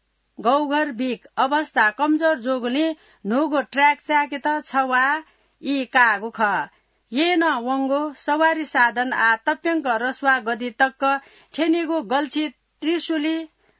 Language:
Newari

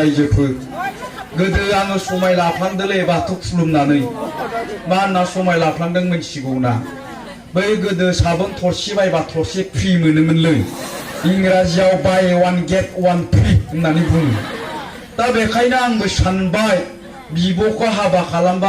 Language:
Bodo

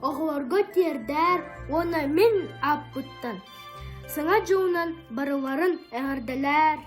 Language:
Yakut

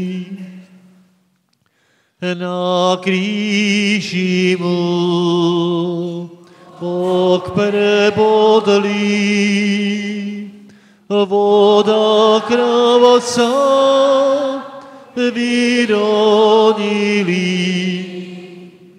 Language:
Slovak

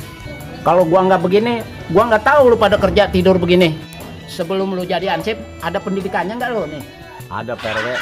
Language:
Betawi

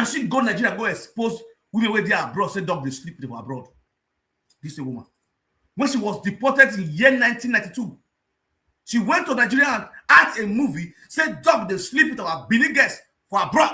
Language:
Nigerian Pidgin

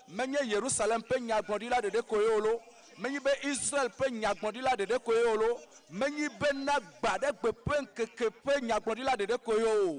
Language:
Ewe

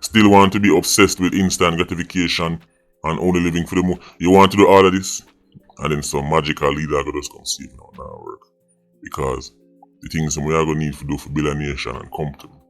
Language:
Jamaican Creole English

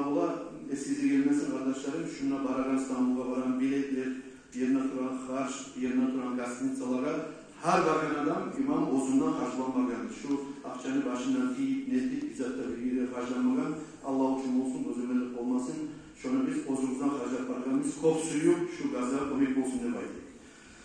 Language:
Kumyk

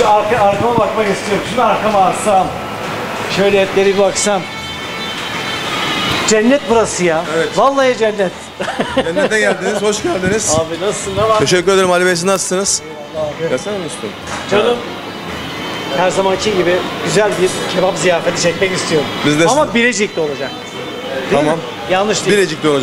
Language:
Turkish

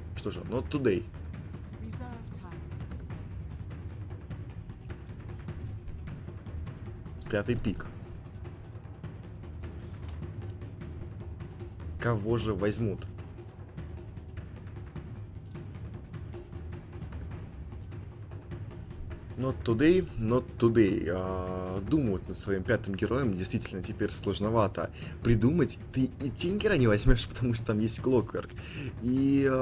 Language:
Russian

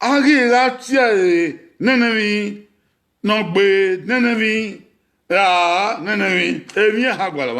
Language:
Bini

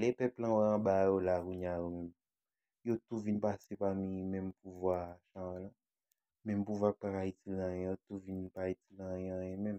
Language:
Haitian Creole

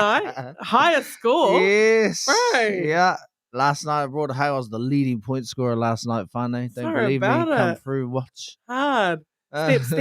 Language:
Māori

